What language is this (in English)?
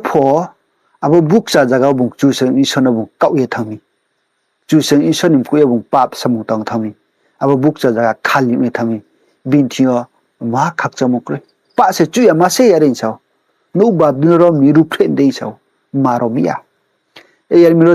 Riang (India)